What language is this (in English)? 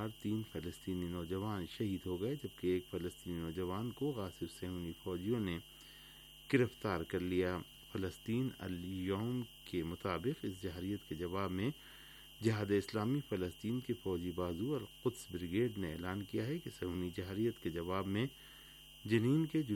Urdu